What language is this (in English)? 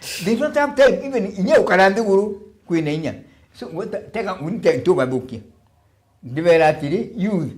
Meru